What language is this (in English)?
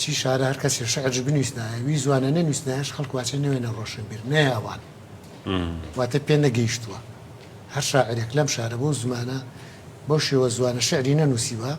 Central Kurdish